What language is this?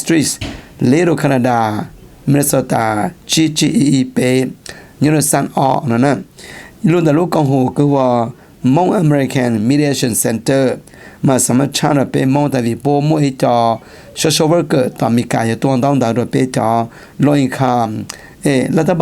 Hmong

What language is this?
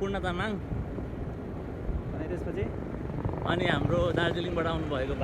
Nepali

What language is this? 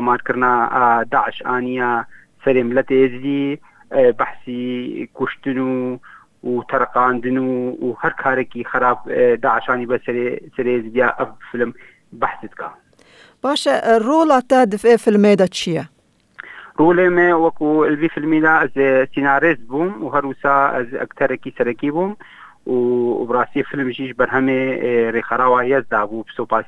Kurdish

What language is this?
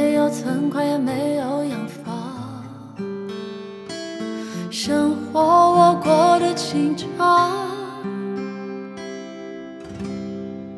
Chinese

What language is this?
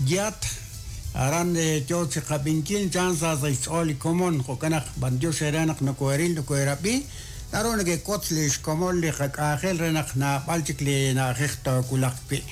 Kekchí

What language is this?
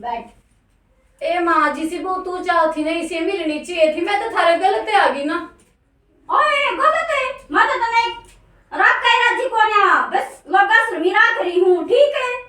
Haryanvi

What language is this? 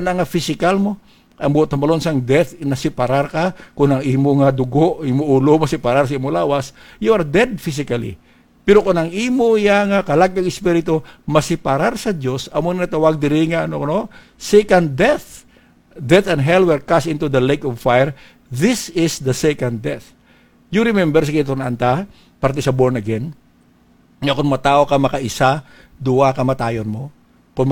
Hiligaynon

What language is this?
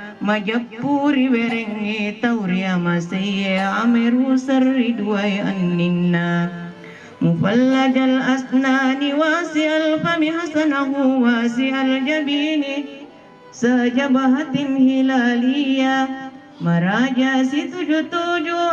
Buginese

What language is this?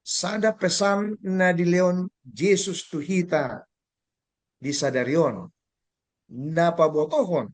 Batak Toba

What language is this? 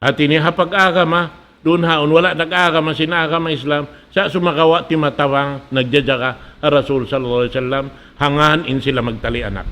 Tausug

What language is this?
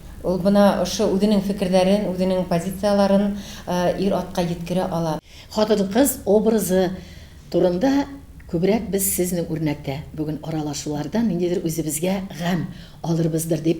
Tatar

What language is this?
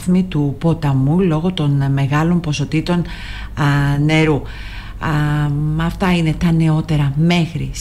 Greek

